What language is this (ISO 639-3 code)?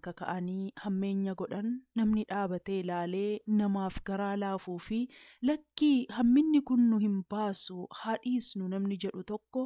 orm